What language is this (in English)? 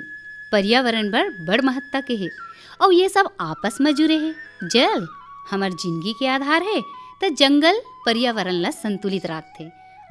Chhattisgarhi